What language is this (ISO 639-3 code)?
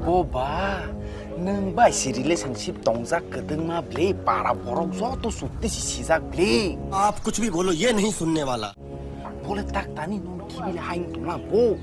trp